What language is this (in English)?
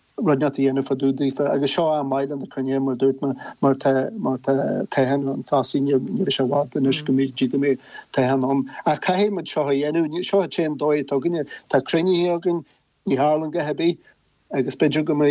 Irish